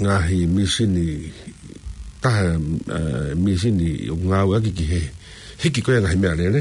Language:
Tongan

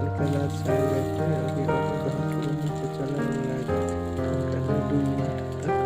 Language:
Maithili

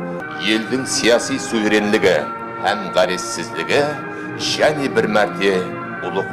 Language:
Kara-Kalpak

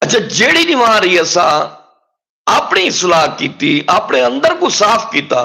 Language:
Saraiki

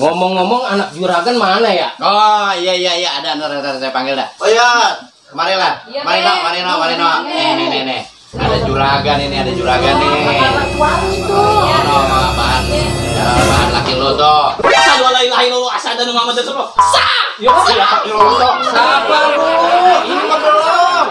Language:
Betawi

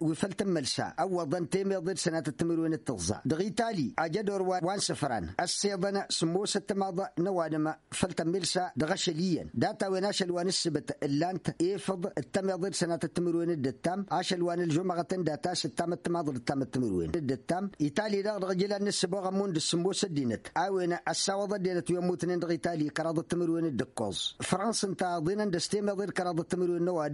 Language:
Tamasheq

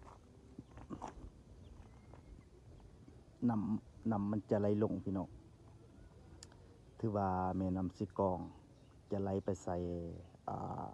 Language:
Lao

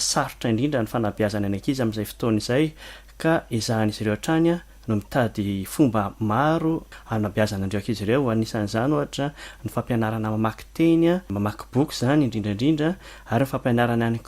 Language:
Malagasy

